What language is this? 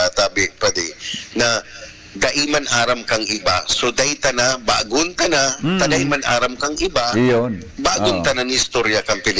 Bikol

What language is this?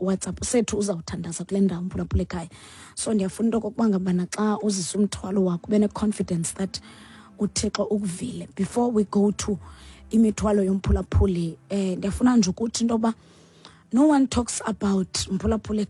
Xhosa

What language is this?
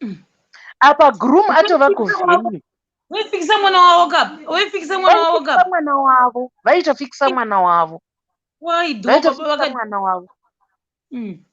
Shona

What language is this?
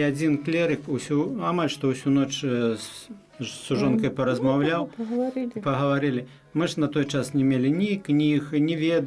Belarusian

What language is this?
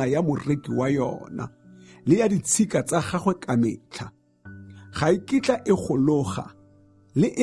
Tswana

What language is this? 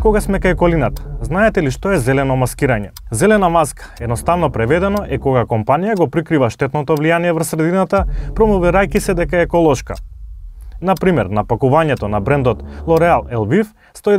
Macedonian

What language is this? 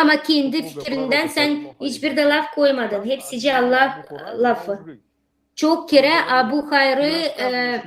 Gagauz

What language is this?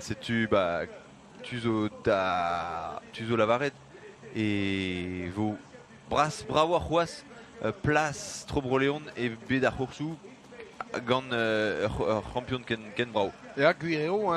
Breton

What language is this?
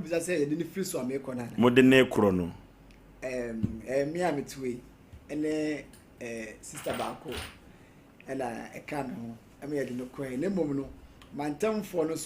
Akan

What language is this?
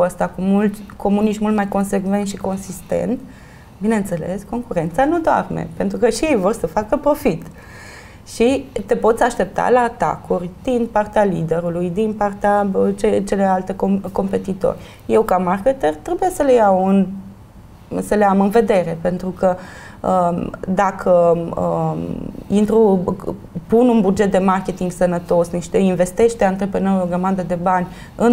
Romanian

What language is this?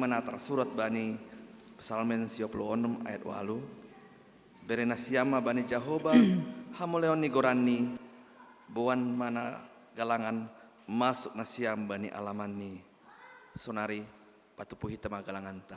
Batak Simalungun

